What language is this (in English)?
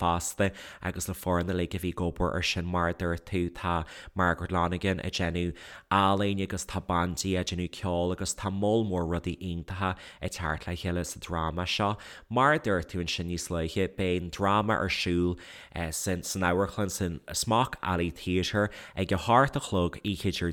Irish